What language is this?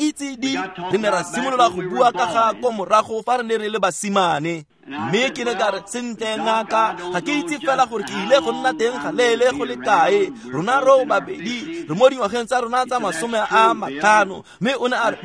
Tswana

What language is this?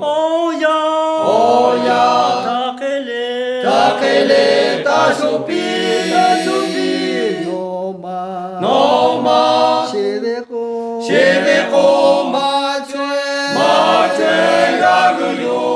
Lahu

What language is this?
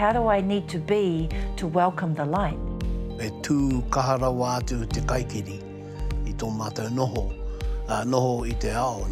Māori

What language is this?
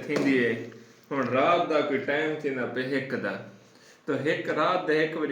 Saraiki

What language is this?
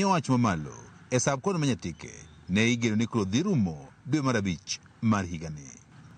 Luo (Kenya and Tanzania)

